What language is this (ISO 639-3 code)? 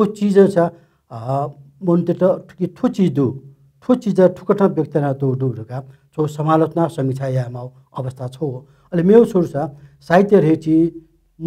new